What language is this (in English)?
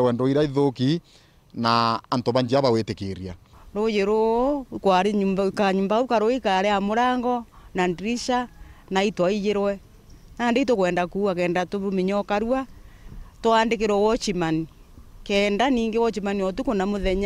Meru